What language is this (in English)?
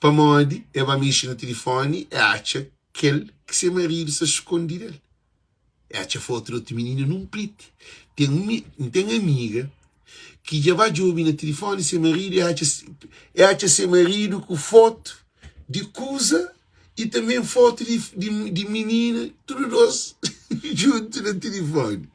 Kabuverdianu